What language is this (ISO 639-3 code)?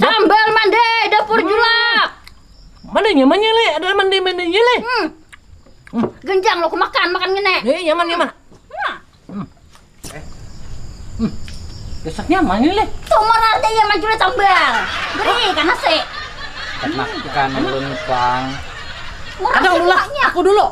bjn